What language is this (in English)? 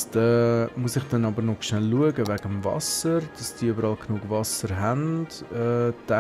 Swiss German